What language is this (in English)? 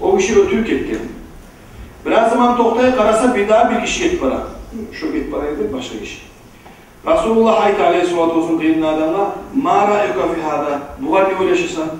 Kumyk